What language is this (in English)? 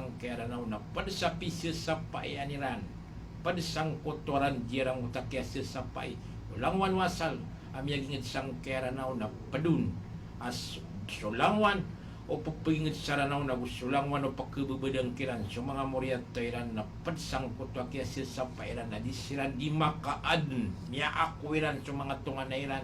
Maranao